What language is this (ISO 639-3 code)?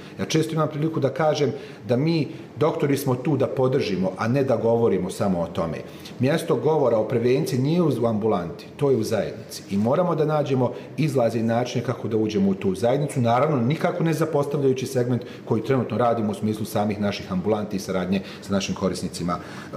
bos